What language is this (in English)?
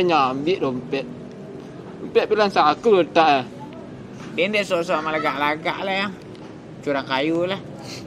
Minangkabau